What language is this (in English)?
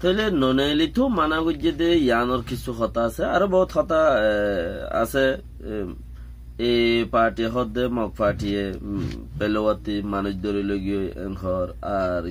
Rohingya